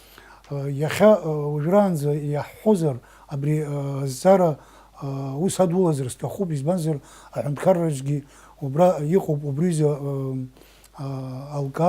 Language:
Abkhazian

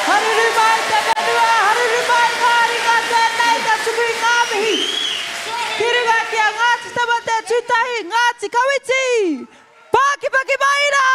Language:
Māori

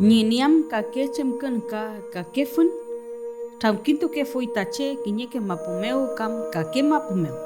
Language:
Mapuche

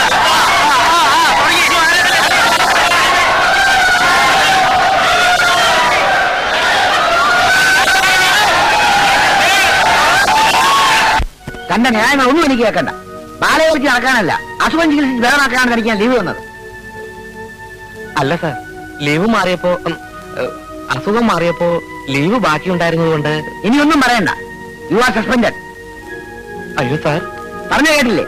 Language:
Malayalam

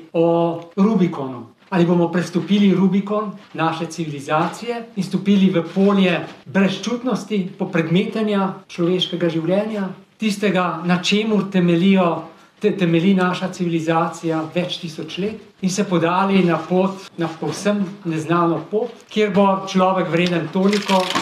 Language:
Slovenian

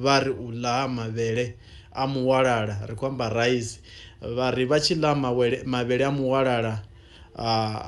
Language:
Venda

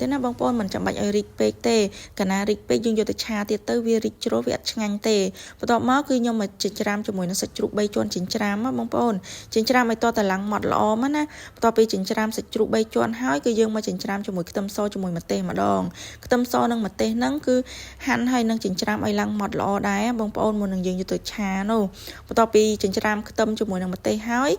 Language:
Khmer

